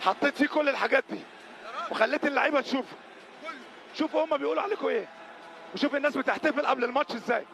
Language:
Egyptian Arabic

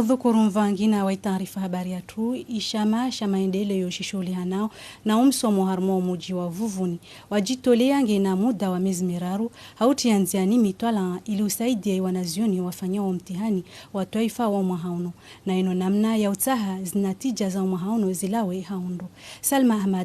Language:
Ngazidja Comorian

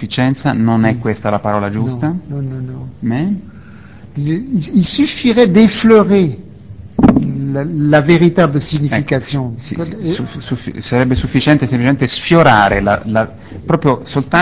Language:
Italian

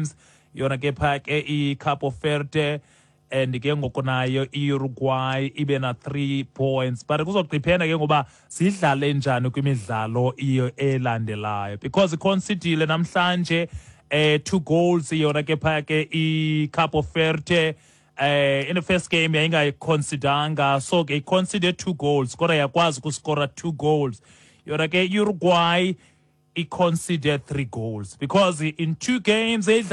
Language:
Xhosa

